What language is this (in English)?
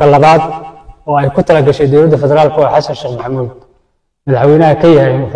Somali